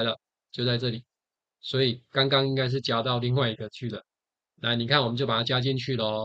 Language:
Chinese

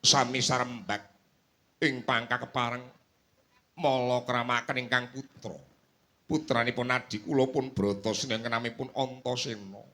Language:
Javanese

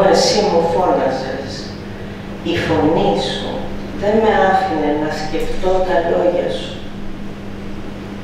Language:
Greek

